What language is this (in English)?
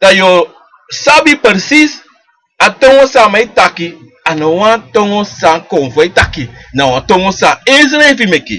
Sranan Tongo